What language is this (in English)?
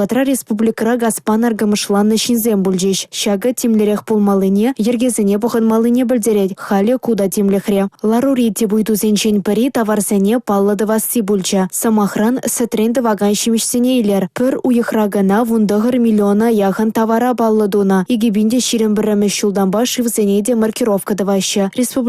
Chuvash